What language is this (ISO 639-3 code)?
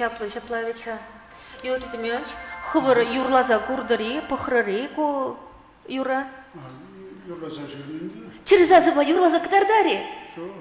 chv